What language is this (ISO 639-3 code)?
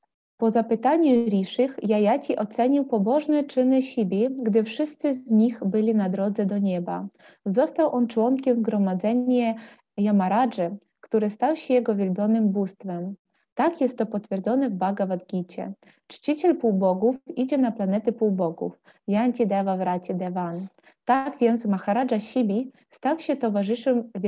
pol